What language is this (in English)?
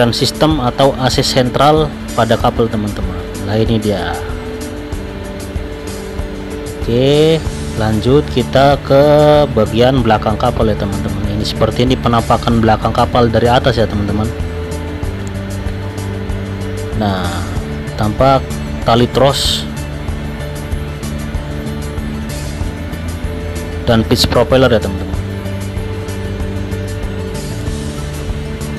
Indonesian